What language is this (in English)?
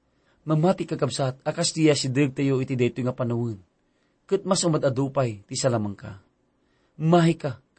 Iloko